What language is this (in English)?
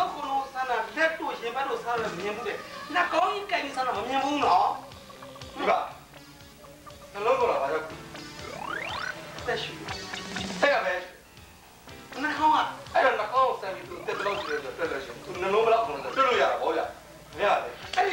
Burmese